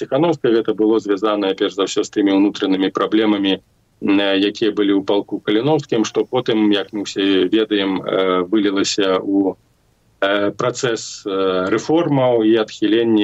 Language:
Belarusian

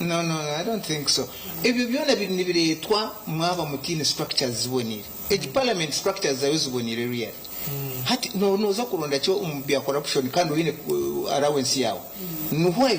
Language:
Nyankole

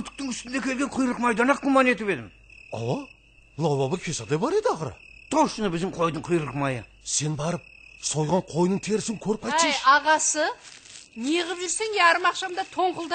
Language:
Kara-Kalpak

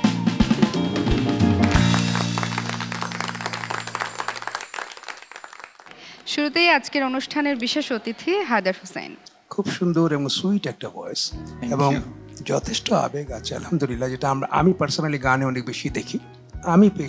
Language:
Bangla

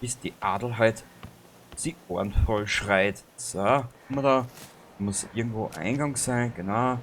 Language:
Bavarian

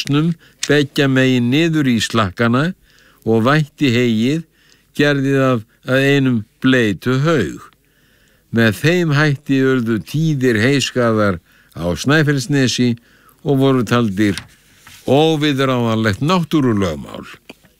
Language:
Icelandic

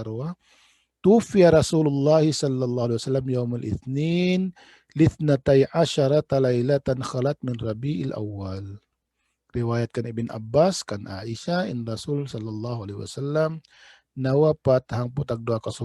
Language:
Tausug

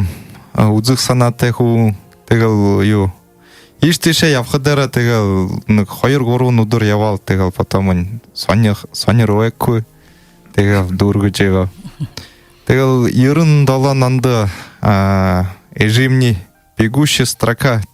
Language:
Buriat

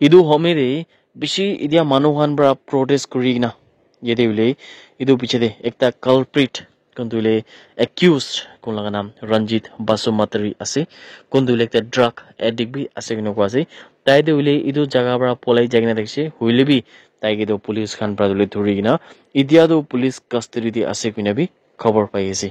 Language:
Naga Pidgin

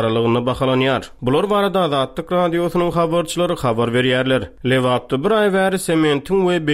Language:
Turkmen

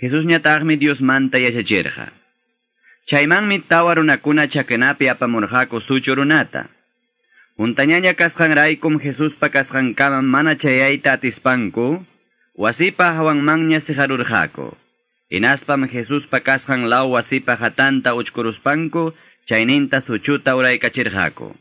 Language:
Quechua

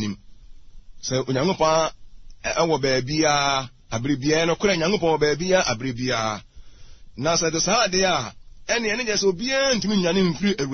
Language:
Akan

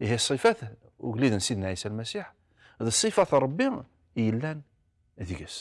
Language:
Kabyle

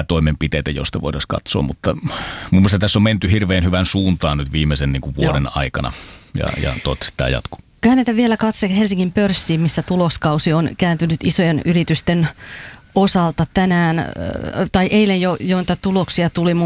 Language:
Finnish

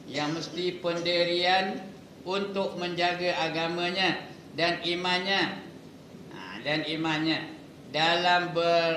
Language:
Malay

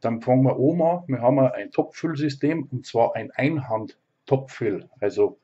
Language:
Bavarian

